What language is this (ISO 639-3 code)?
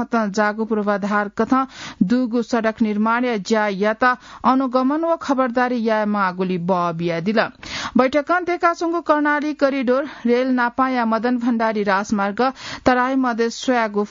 new